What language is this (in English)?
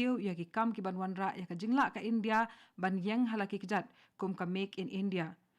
Khasi